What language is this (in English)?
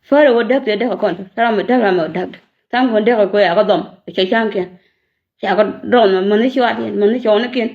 Nuer